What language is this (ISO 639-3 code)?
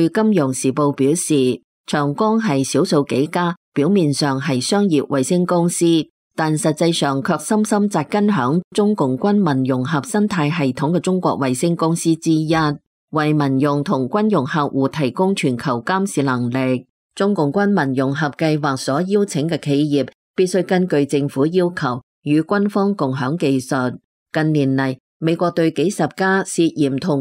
yue